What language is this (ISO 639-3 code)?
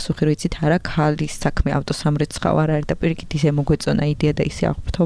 kat